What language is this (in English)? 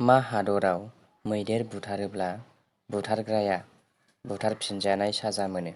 Bodo